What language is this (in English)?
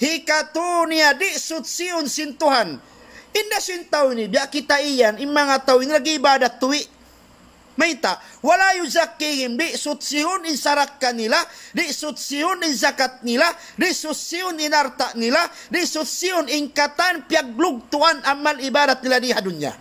Tausug